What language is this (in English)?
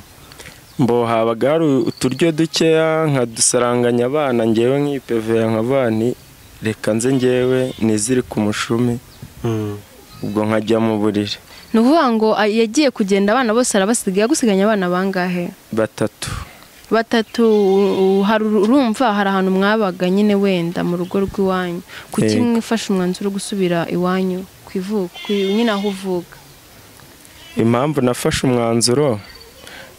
Kinyarwanda